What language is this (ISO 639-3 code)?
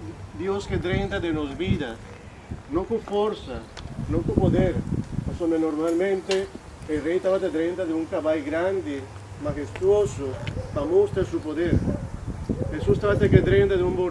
pap